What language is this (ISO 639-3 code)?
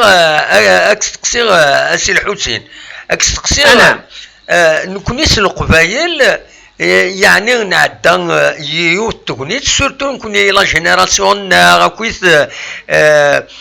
kab